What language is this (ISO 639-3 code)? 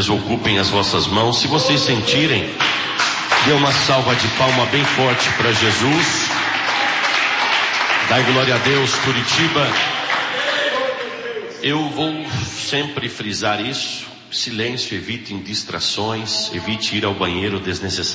por